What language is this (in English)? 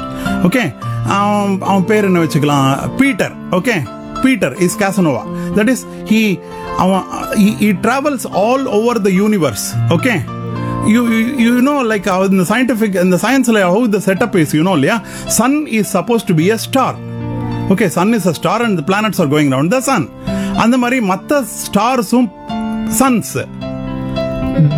Tamil